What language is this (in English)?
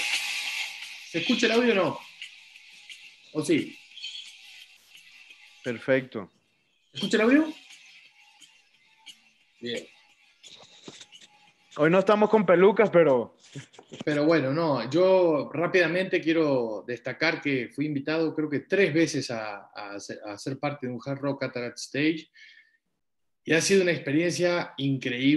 Spanish